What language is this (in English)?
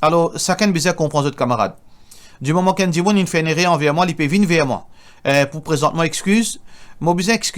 Morisyen